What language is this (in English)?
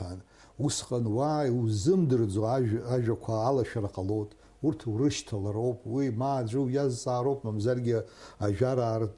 Abkhazian